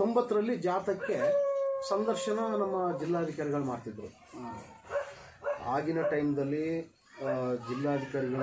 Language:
Kannada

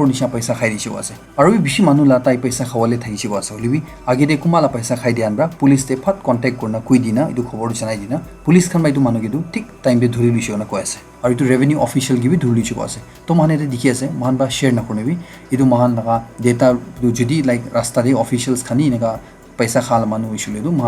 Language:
Naga Pidgin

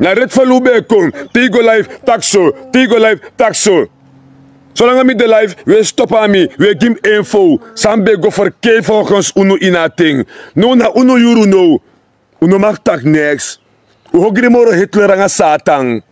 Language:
Sranan Tongo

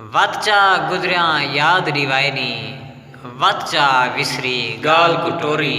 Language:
Saraiki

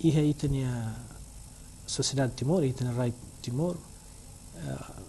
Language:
Tetum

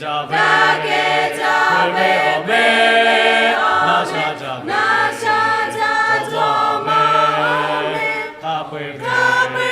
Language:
Lahu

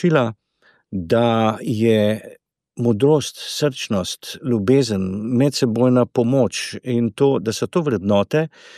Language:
Slovenian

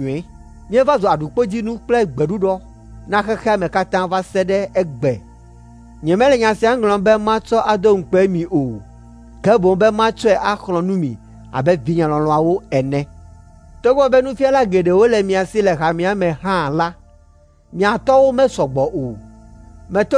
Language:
Ewe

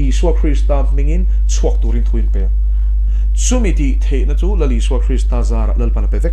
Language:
Mizo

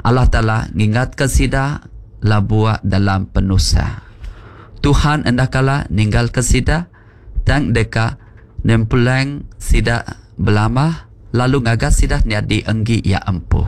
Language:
Iban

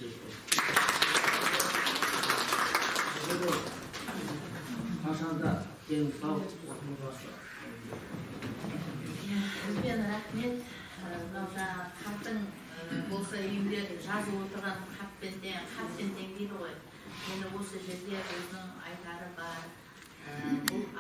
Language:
Kazakh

